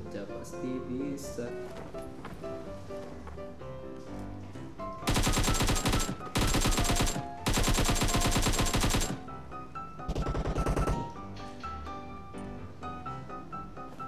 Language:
Indonesian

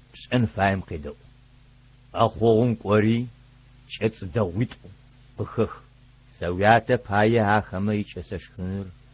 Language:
Adyghe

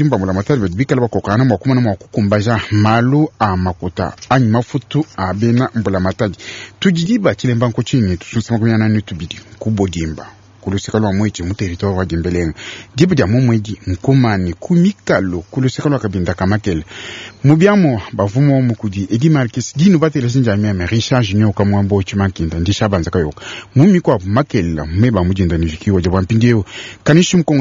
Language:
Luba-Lulua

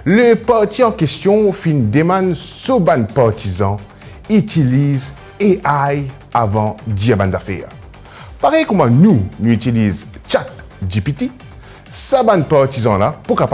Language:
Morisyen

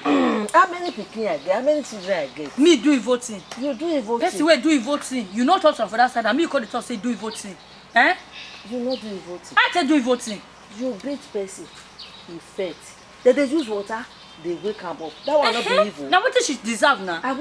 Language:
Nigerian Pidgin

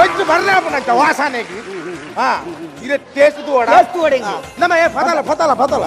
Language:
Tulu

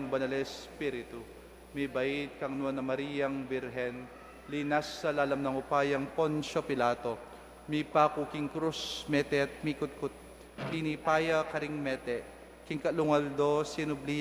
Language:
Pampanga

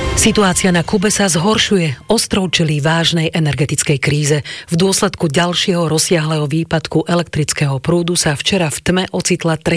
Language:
Slovak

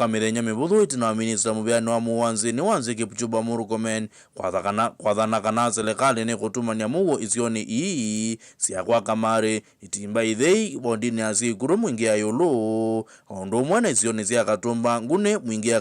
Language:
Kamba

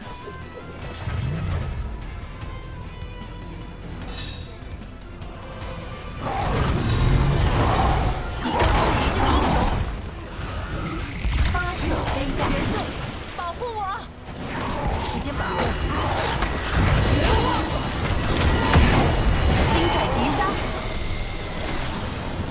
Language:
Chinese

